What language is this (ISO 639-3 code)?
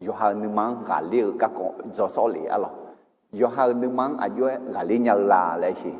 ahk